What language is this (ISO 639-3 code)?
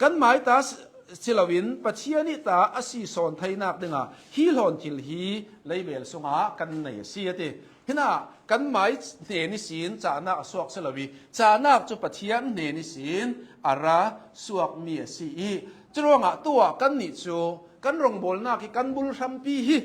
cnh